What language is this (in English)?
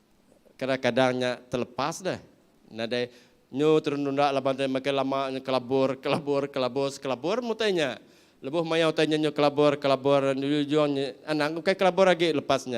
Iban